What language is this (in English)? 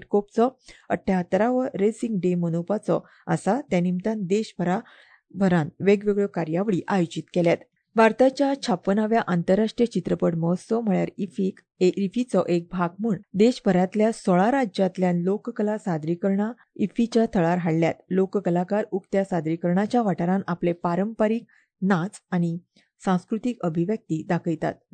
Konkani